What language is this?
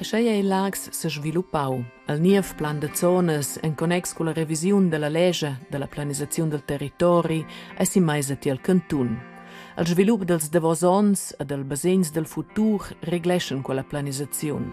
Romansh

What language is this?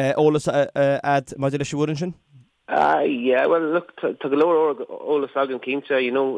Irish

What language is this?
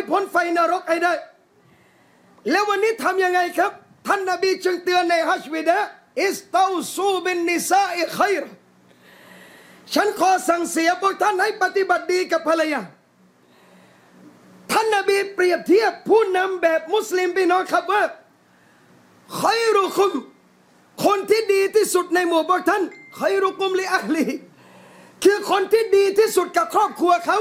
Thai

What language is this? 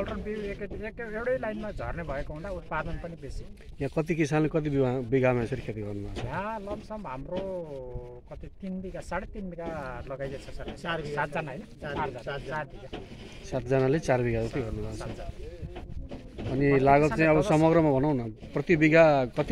Nepali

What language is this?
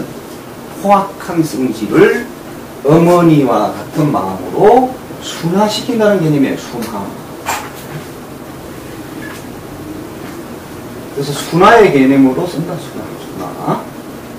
Korean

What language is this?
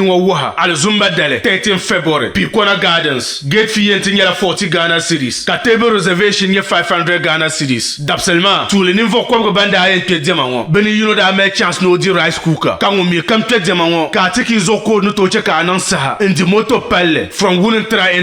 Dagbani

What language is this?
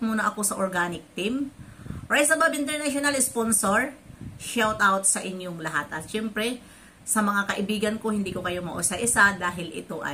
Filipino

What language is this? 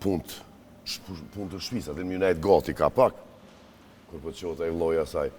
Albanian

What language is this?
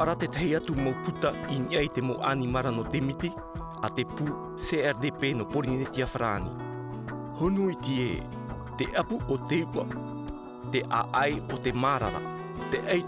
Tahitian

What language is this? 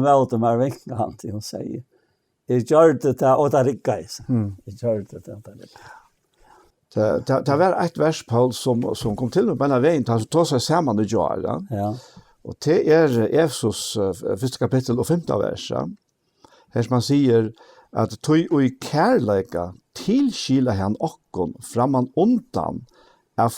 Faroese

